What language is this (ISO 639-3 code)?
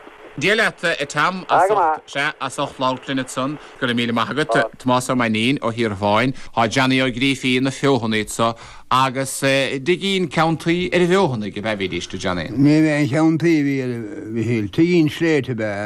gle